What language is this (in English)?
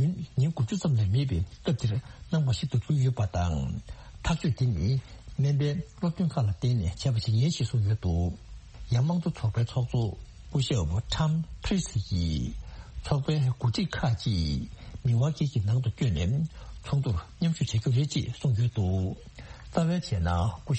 Tibetan